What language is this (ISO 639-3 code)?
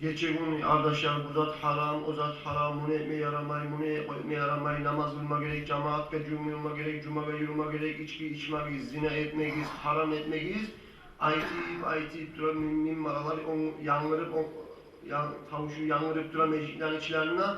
kum